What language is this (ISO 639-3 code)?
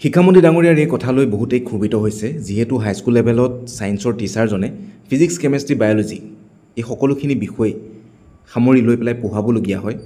asm